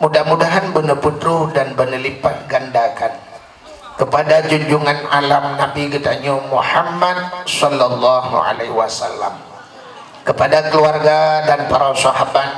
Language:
Achinese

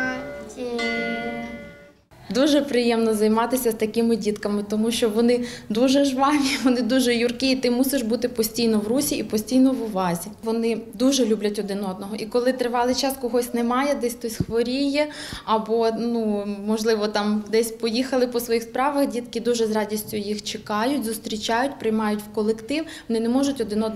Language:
Ukrainian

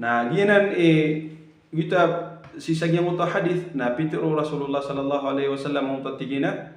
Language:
Maranao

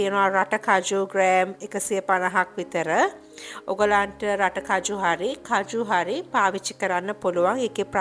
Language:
Sinhala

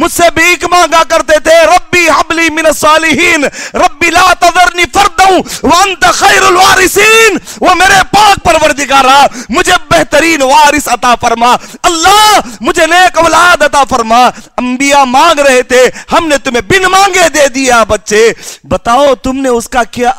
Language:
Urdu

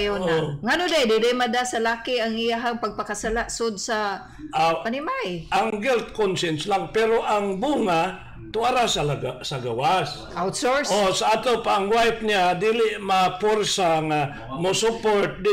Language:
Cebuano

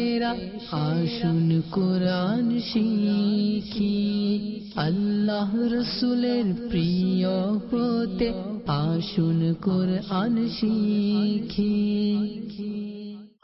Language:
Bangla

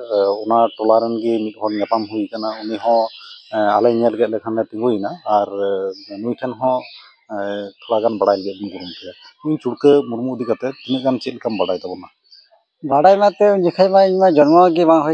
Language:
Santali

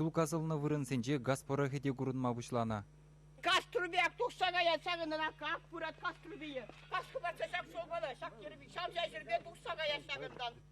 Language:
Chuvash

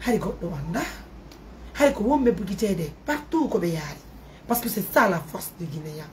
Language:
Fula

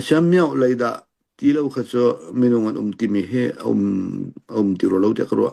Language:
Hakha Chin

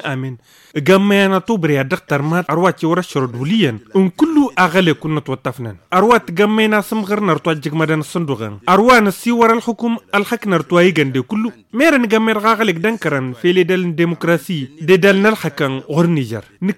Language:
Tamasheq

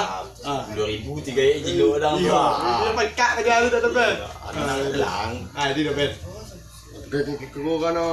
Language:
Minangkabau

